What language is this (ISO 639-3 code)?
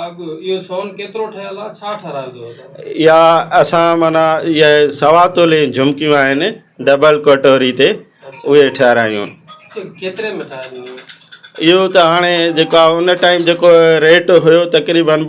snd